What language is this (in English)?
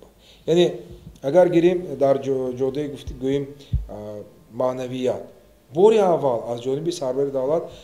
Tajik